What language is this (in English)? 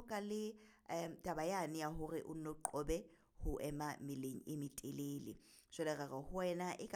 Southern Sotho